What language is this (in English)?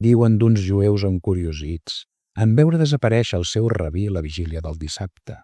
Catalan